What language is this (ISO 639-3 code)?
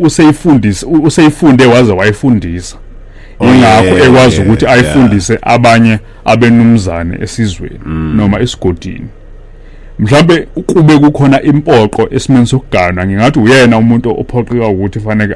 zul